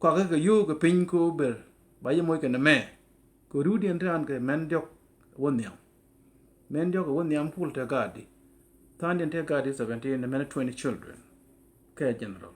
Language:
Nuer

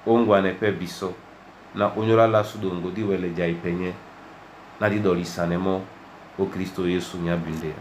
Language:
Duala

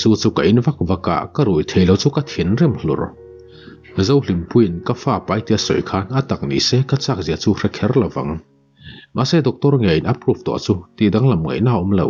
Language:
Mizo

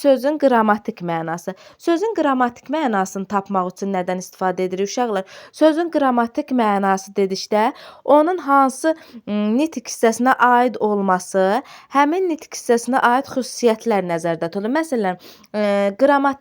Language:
Azerbaijani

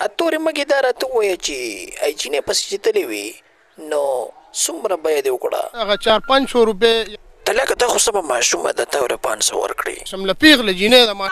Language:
Pashto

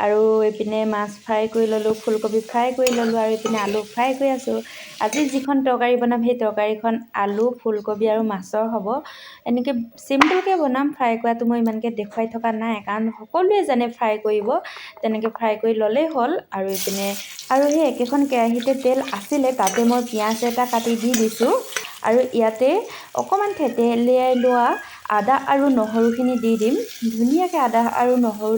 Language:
Assamese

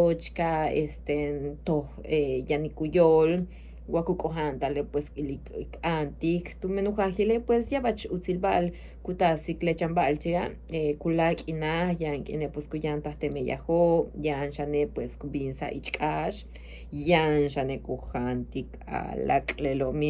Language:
Yucateco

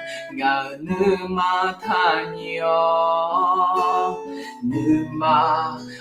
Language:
Akha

